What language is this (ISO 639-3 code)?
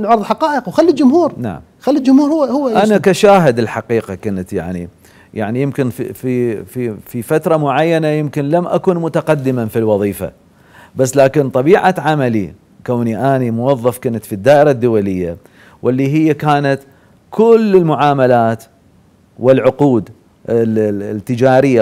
acm